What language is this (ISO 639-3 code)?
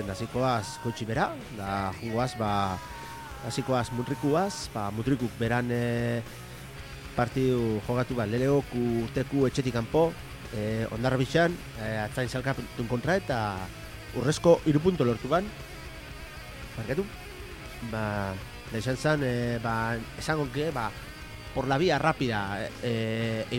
eus